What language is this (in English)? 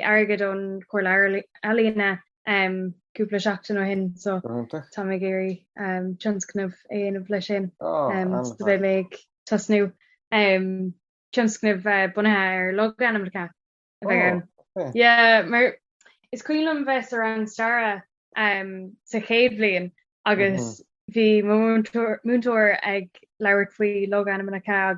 Irish